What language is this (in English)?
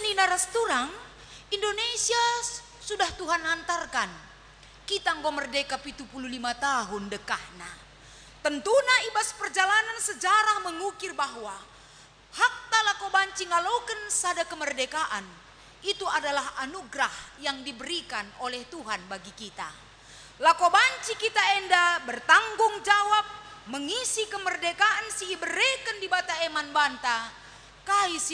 Batak Karo